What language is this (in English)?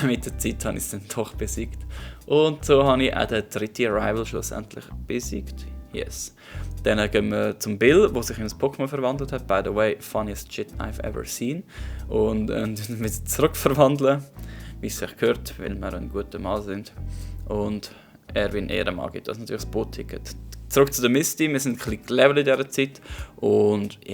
Swiss German